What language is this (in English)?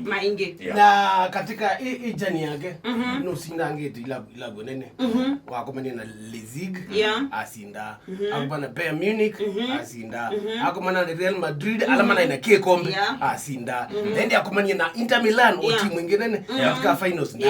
Kamba